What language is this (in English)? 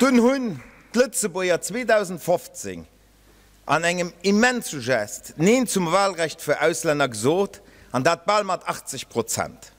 Luxembourgish